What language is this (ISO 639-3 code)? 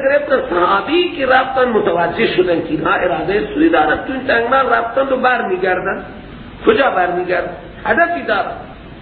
fas